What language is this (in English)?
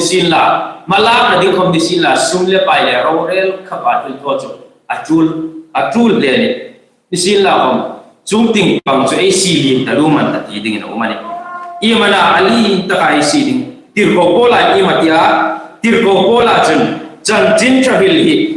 Hmar